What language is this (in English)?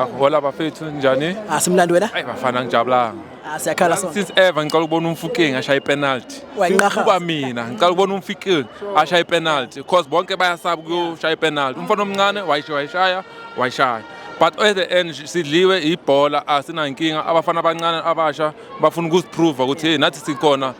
Zulu